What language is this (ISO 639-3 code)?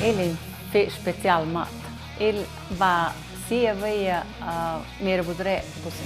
roh